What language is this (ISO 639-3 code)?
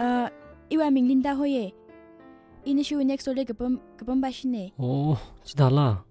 nmf